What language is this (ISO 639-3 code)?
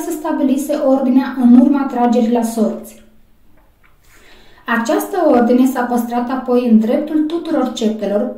ron